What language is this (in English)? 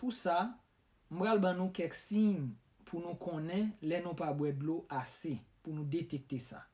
Haitian Creole